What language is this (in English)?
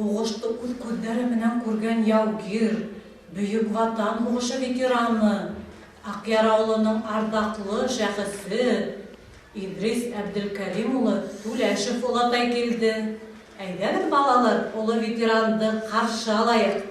Bashkir